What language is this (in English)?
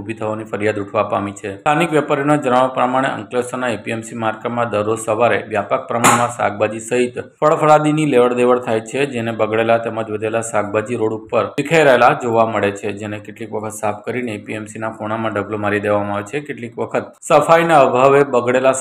Gujarati